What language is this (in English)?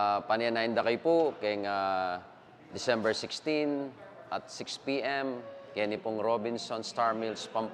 Pampanga